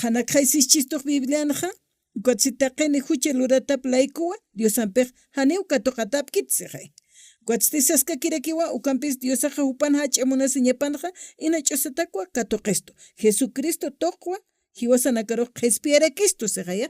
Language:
Aymara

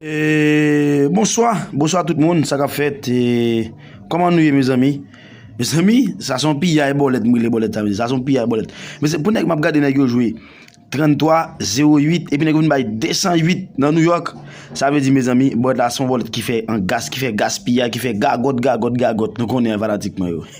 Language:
Haitian Creole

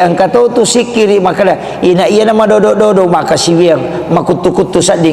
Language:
Buginese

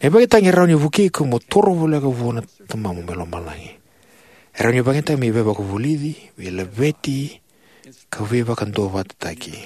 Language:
Fijian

